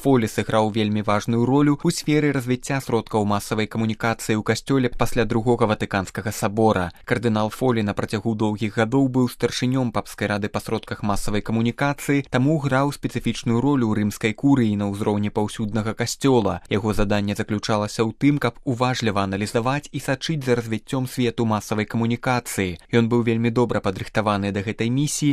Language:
Belarusian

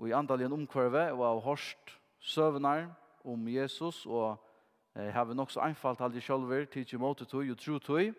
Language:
Faroese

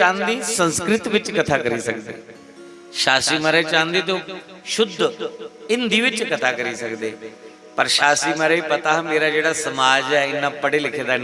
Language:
Dogri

